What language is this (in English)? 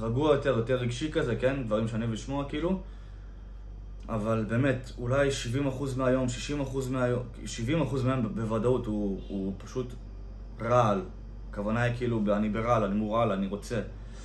Hebrew